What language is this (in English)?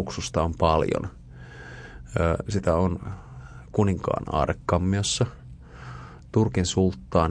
Finnish